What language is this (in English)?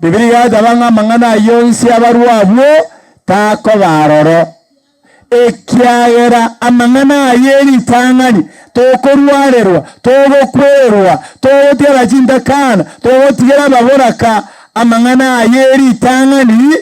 Gusii